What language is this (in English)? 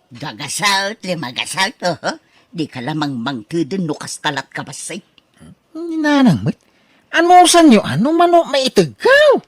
Iloko